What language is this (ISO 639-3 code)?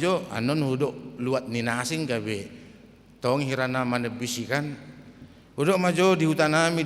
bbc